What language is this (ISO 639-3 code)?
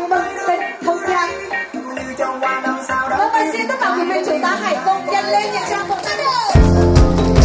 vie